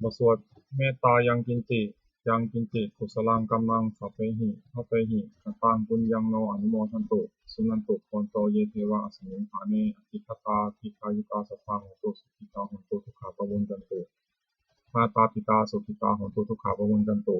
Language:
Pali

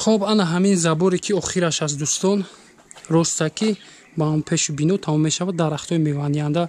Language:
Tajik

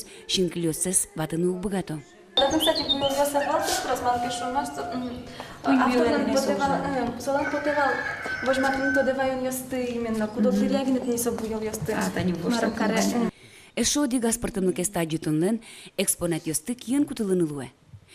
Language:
Udmurt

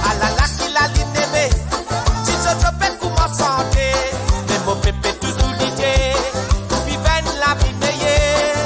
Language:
Morisyen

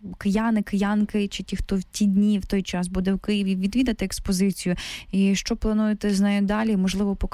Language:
Ukrainian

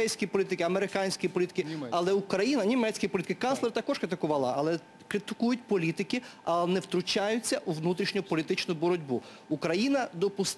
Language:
Ukrainian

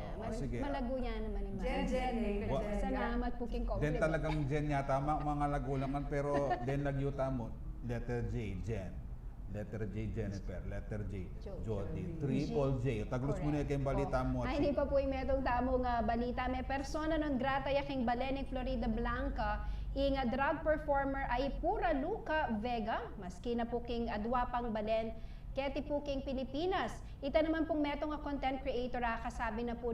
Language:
Pampanga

